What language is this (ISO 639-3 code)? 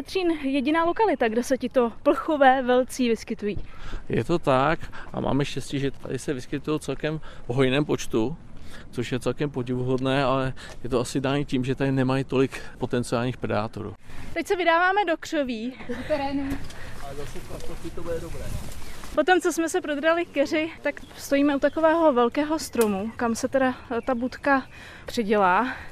ces